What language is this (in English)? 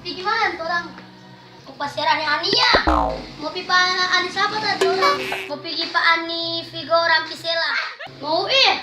Manado Malay